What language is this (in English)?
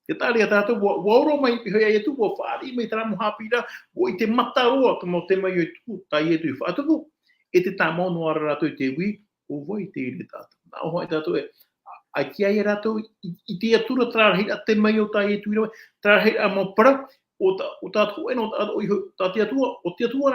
Tahitian